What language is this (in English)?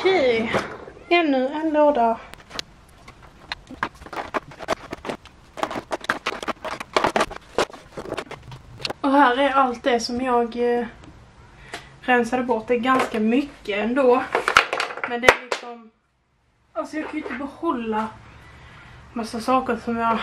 Swedish